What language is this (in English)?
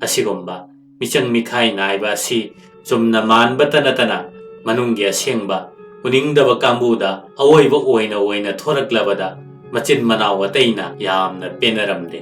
Manipuri